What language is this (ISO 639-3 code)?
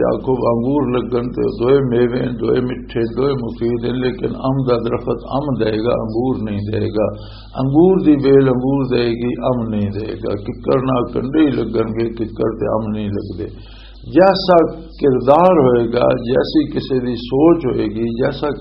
lah